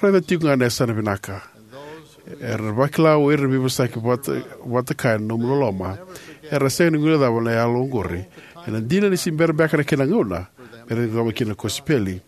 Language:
Fijian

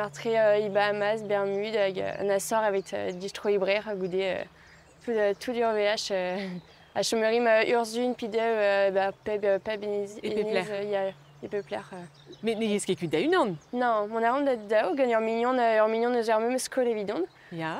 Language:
Breton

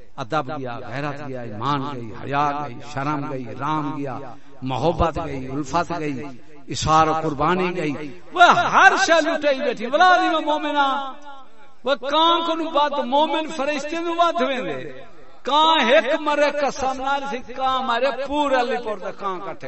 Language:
Saraiki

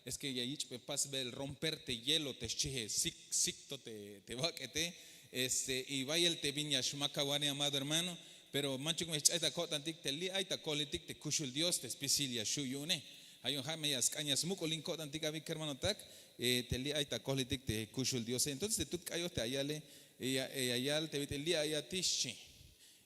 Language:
Tzeltal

